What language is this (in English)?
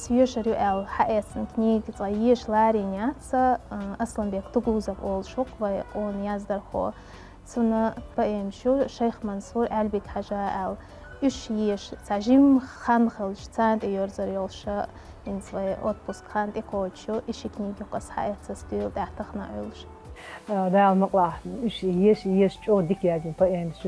Chechen